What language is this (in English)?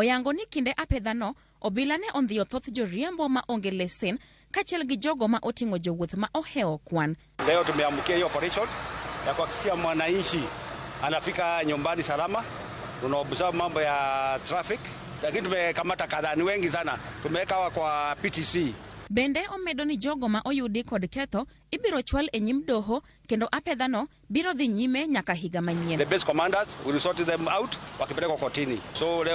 Luo (Kenya and Tanzania)